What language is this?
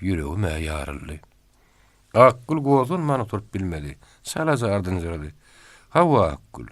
Turkmen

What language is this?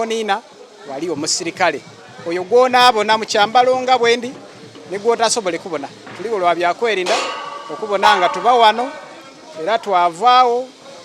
Soga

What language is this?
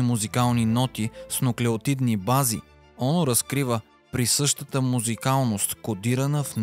Bulgarian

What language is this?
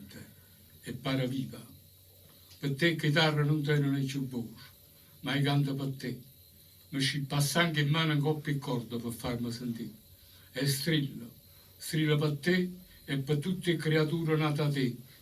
Neapolitan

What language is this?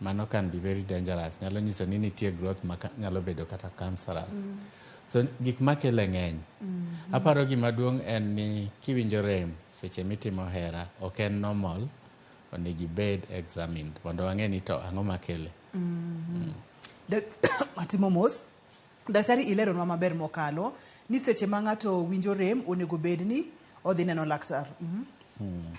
Luo (Kenya and Tanzania)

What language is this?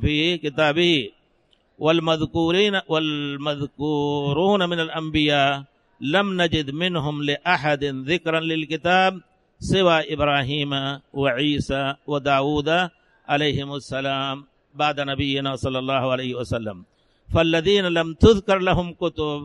Arabic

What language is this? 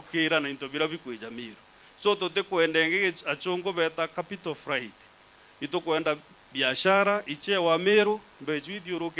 Meru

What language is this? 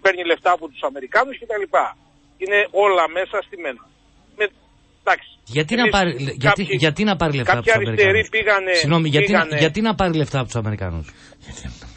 Greek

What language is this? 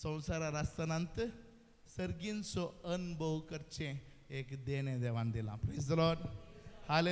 Konkani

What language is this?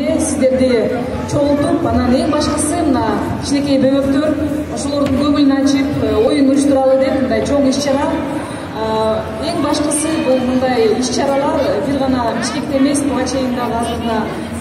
Kyrgyz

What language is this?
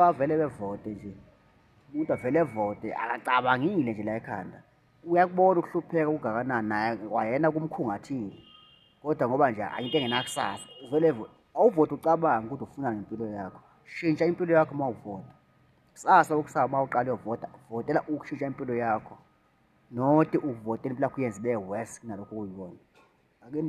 Zulu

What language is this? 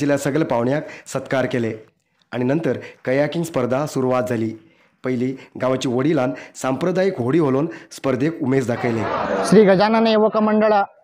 Konkani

